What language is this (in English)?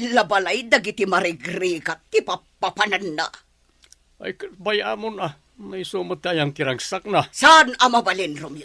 Iloko